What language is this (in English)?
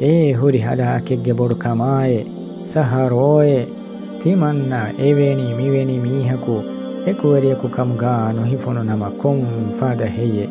Divehi